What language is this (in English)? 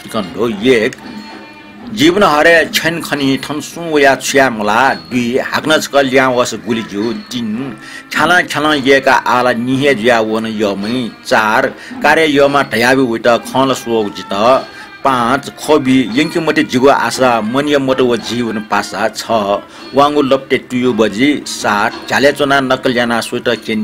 Newari